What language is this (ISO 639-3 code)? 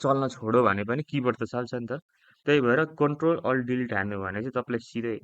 nep